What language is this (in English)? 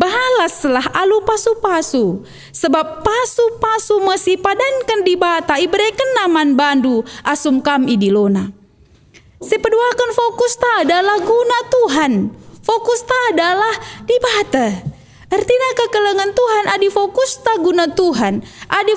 Batak Karo